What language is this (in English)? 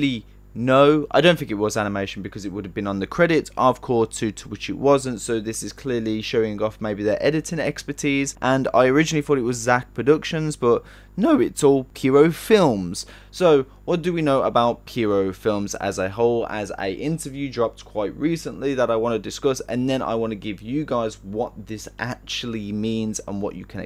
English